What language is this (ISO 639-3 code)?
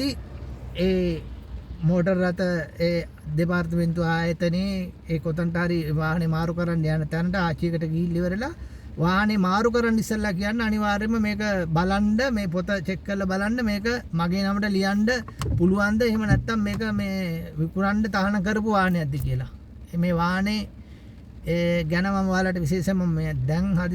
sin